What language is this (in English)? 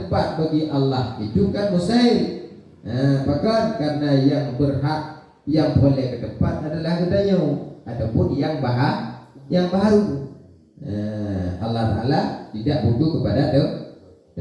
Achinese